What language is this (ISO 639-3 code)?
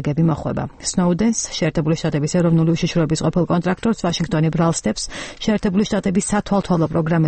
kat